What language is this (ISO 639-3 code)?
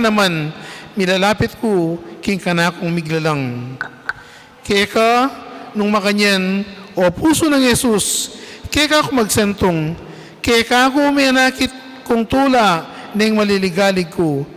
pam